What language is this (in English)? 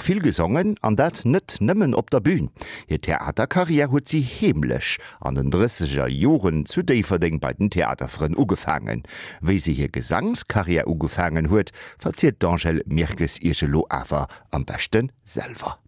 Luxembourgish